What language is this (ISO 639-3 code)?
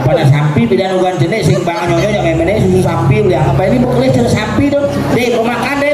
ban